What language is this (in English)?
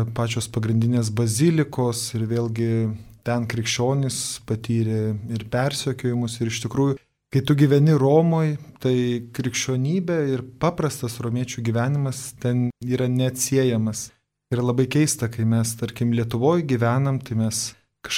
Lithuanian